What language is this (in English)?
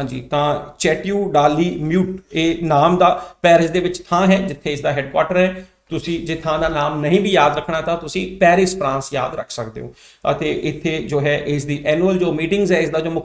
Punjabi